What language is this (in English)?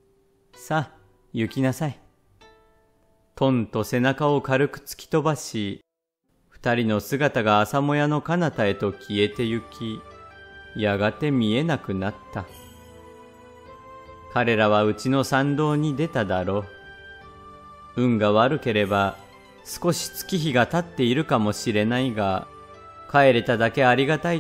Japanese